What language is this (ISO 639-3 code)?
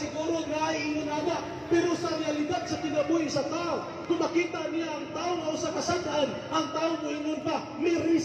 ceb